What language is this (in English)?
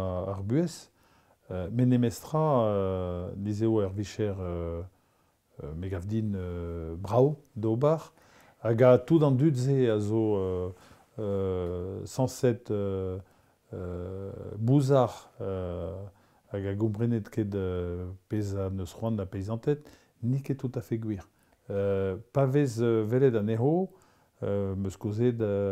Breton